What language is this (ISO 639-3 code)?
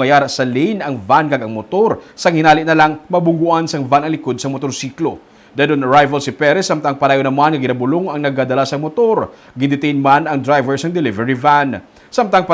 hil